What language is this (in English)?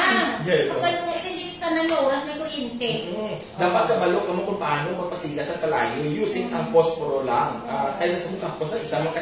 Hiligaynon